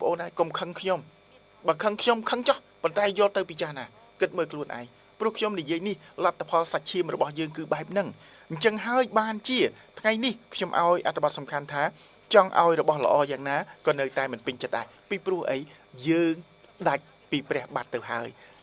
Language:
Khmer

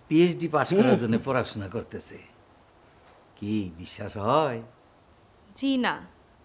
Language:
Bangla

